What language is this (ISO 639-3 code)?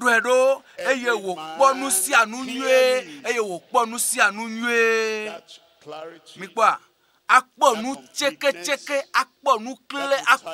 ewe